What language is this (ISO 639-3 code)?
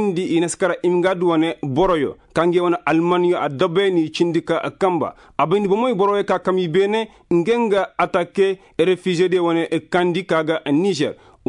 ses